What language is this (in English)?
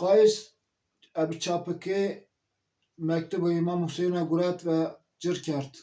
Zaza